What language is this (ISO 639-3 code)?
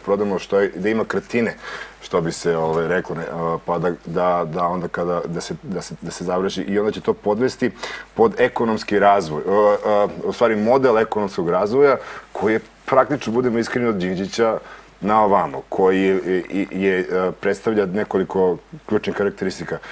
srp